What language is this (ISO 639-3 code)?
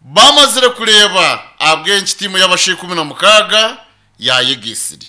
nyn